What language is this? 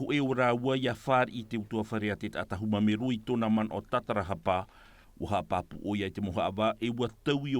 Tahitian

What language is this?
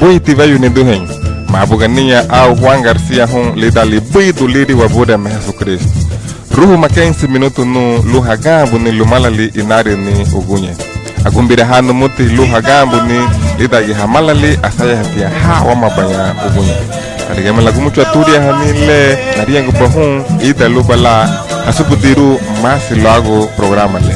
Garifuna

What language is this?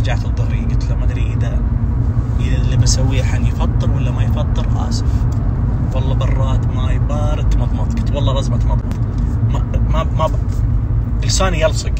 Najdi Arabic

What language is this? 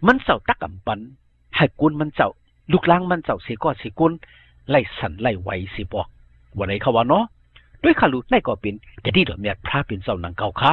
Shan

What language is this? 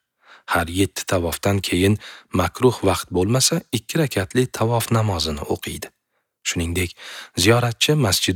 Uzbek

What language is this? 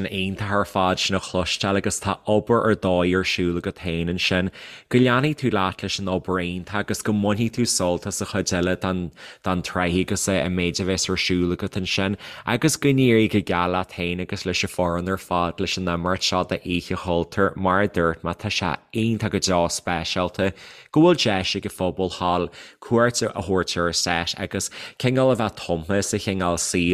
Irish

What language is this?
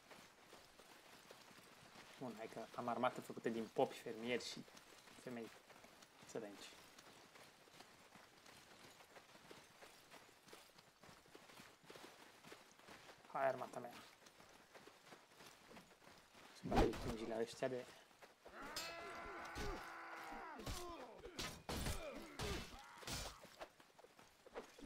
Romanian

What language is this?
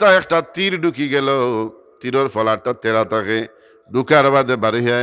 Sylheti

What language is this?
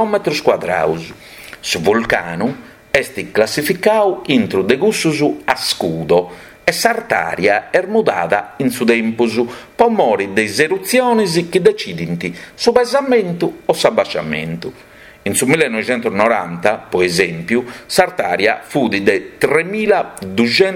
Sardinian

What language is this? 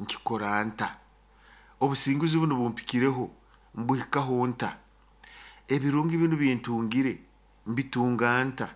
Nyoro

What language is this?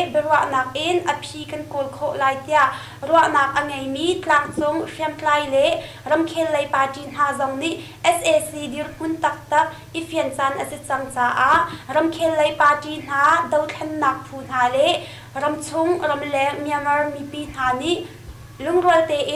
Hakha Chin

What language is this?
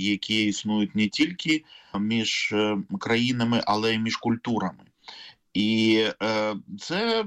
Ukrainian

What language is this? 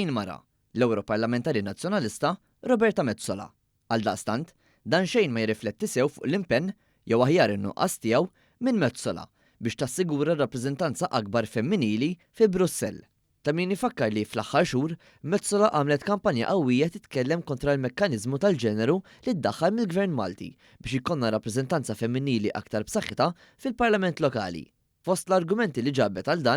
Maltese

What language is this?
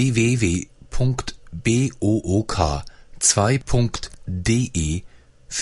Albanian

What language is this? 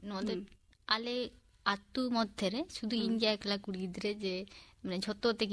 Santali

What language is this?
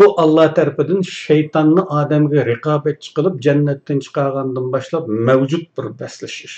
Uyghur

